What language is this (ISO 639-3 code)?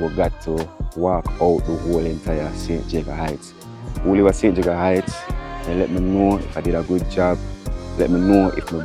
jam